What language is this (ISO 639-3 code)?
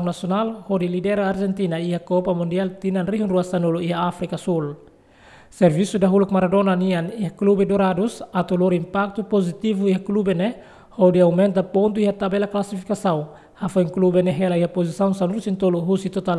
tet